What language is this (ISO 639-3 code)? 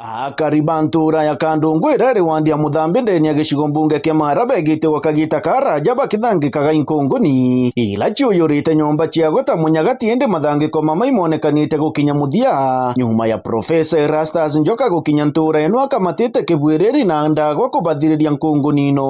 mer